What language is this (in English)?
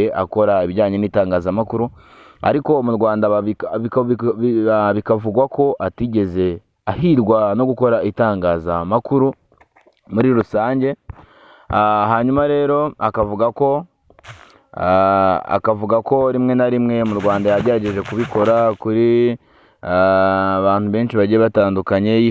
Kinyarwanda